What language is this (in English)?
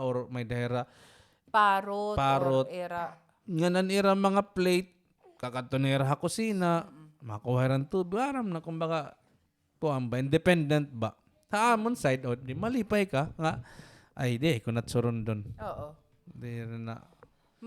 Waray